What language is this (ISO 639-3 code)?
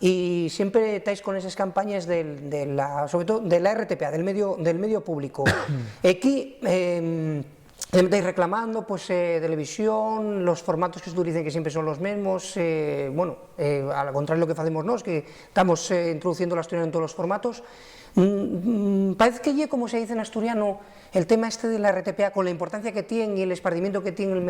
ast